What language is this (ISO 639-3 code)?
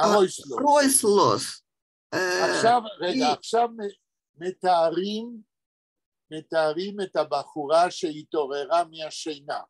yid